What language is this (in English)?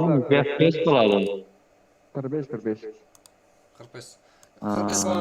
Kara-Kalpak